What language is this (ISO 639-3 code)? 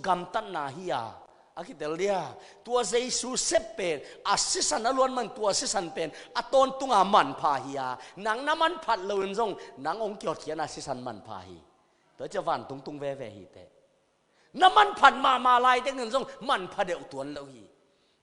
ctd